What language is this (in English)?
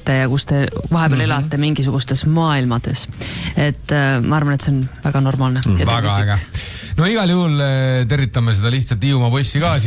Estonian